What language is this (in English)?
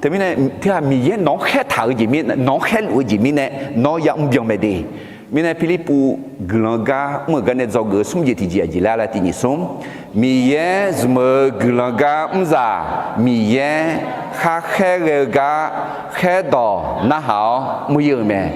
Akha